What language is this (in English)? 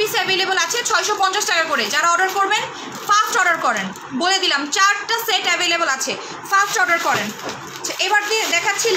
Bangla